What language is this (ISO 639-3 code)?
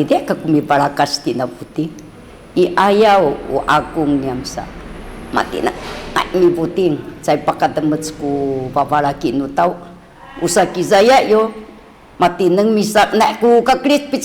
szy